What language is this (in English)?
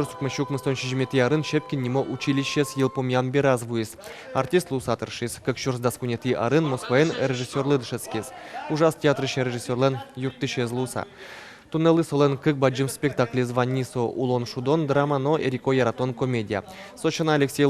Udmurt